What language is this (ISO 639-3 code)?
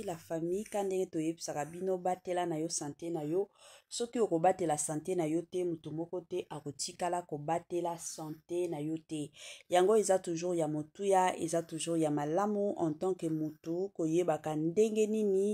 lin